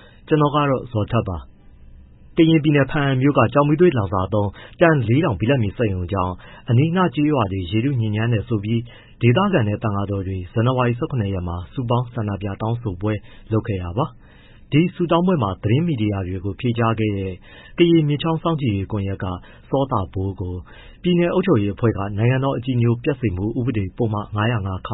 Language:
Burmese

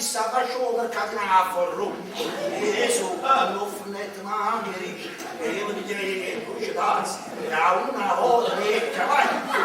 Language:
Neapolitan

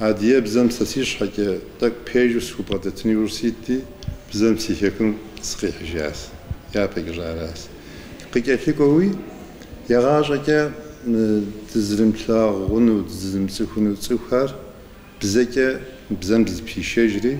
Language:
Kabardian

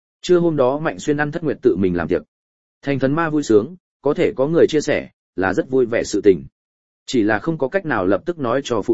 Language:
Vietnamese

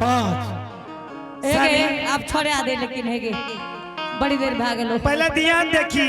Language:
Angika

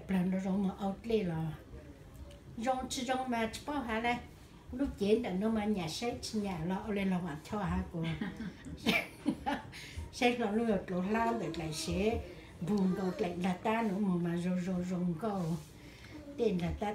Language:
Vietnamese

